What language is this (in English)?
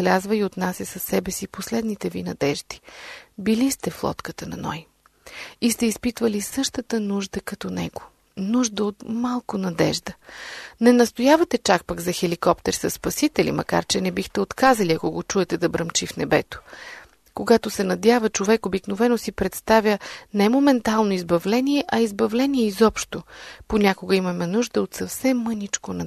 Bulgarian